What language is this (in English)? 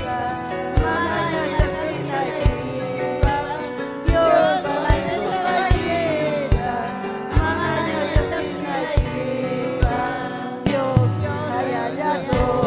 Ayacucho Quechua